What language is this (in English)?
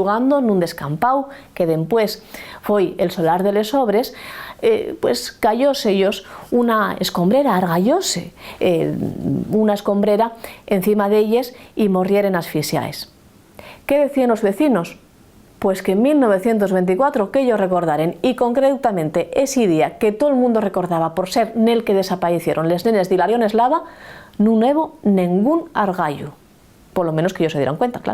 Asturian